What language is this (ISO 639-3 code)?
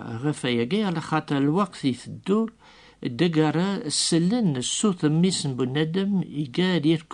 kab